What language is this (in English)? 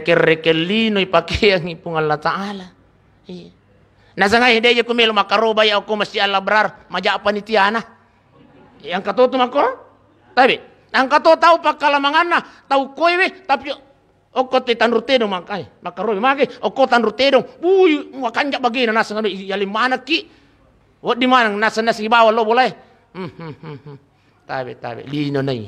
Buginese